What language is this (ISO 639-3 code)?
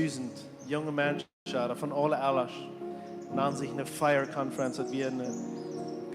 pdt